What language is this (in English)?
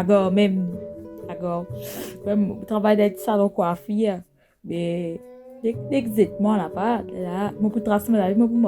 Morisyen